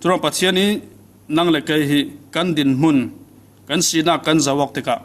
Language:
Falam Chin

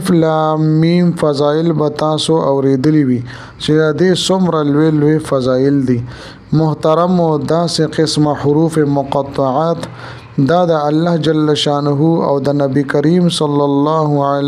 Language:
Pashto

